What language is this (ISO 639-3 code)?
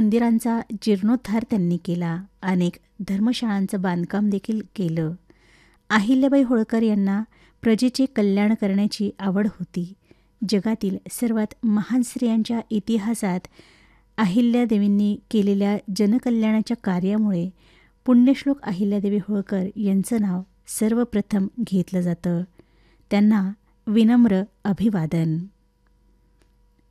mar